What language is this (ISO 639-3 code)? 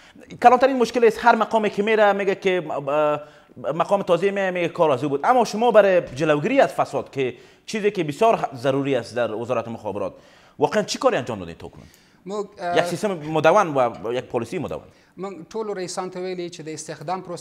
fas